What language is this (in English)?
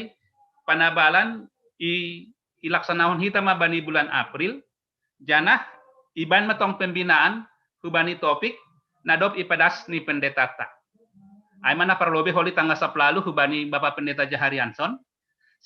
Batak Simalungun